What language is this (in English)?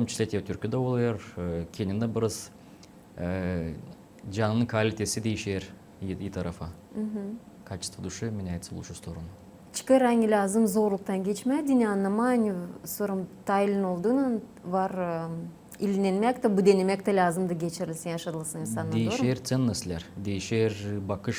Gagauz